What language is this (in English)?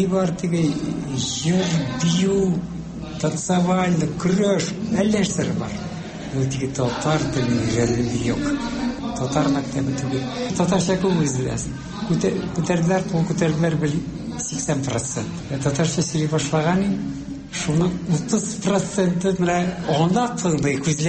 Tatar